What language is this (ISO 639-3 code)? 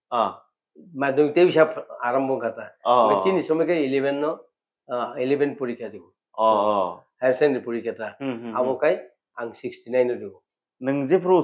trp